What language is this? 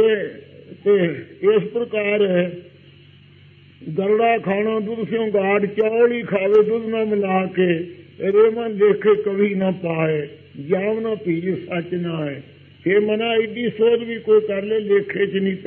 Punjabi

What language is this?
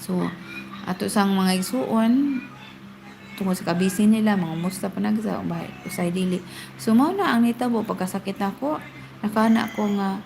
Cebuano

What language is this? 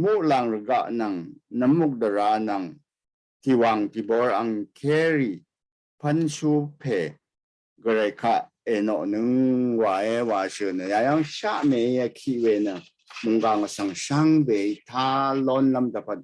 Rawang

